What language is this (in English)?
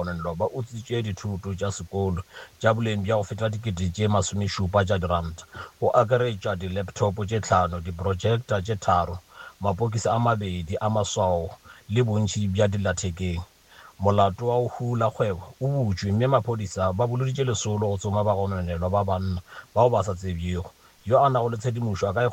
Northern Sotho